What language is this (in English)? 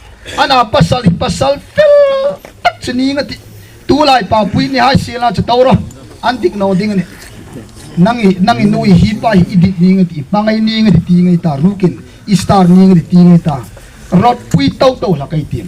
Hmar